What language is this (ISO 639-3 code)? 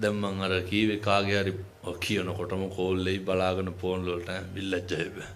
sin